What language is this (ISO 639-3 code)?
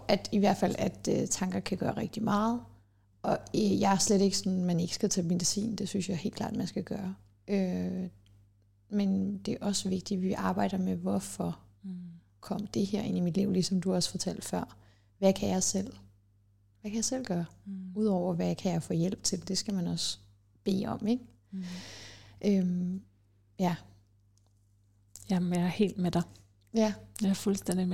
dan